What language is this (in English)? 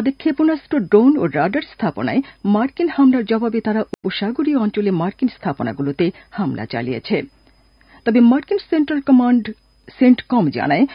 Bangla